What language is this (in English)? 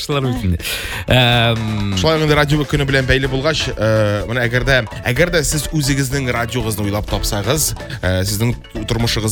Tatar